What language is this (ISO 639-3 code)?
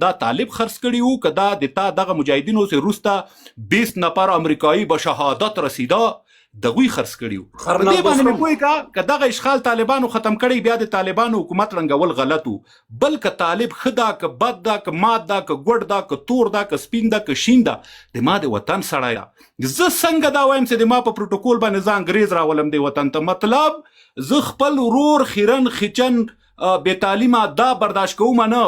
pus